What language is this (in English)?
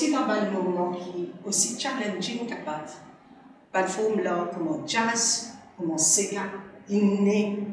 Morisyen